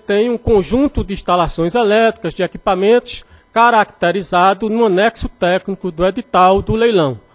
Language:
Portuguese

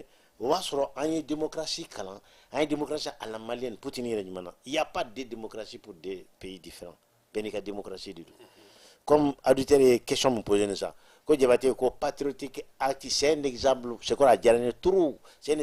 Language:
Bambara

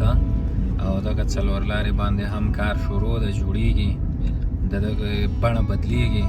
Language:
Pashto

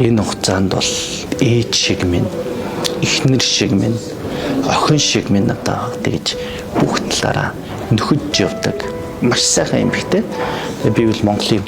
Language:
Mongolian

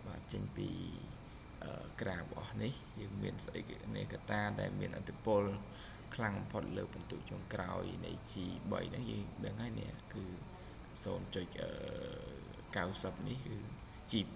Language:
Khmer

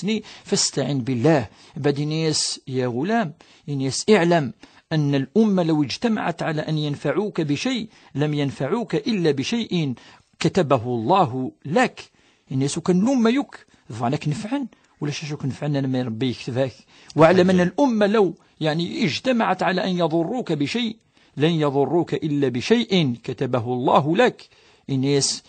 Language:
Kabyle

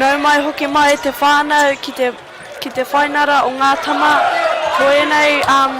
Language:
Māori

